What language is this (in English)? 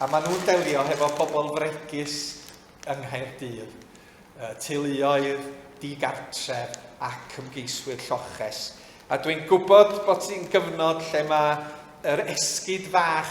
Welsh